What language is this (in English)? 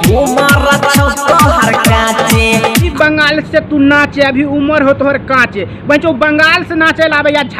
Maithili